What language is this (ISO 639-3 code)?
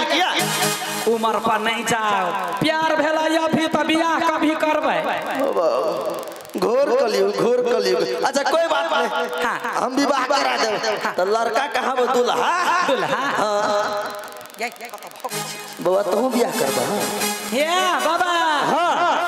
mai